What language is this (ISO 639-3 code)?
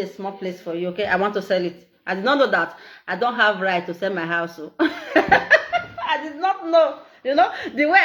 pcm